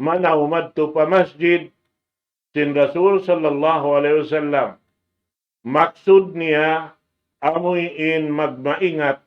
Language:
Tausug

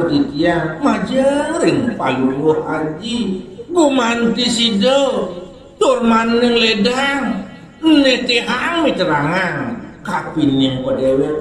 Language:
Balinese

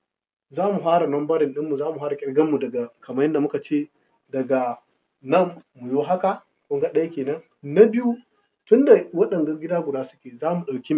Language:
Hausa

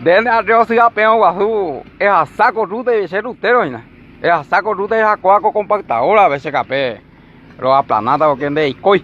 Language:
Guarani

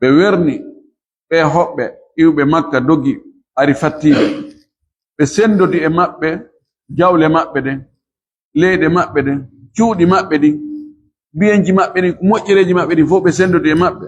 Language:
Fula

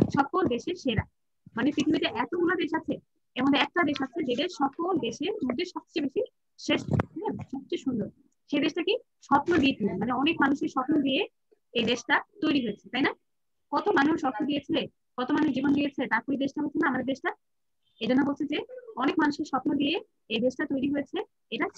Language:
Bangla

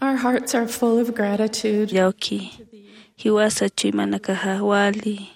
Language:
Aymara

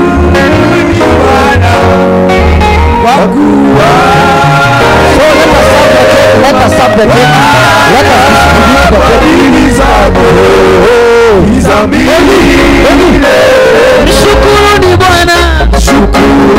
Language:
Swahili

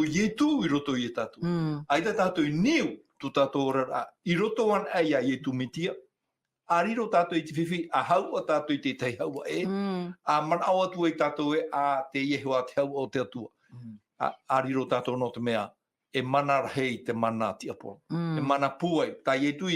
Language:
Tahitian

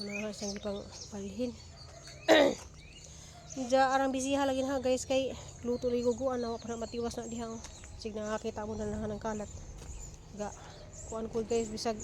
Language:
Cebuano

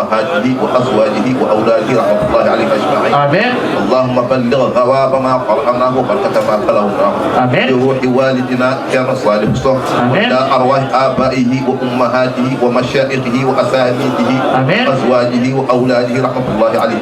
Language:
Fula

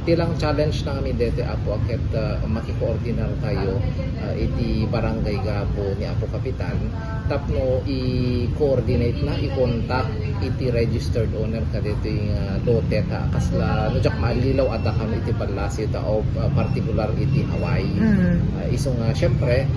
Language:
Iloko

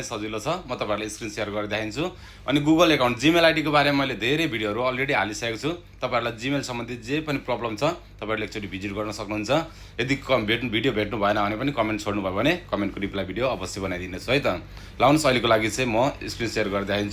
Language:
Nepali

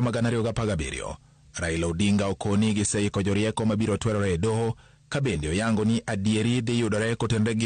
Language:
Luo (Kenya and Tanzania)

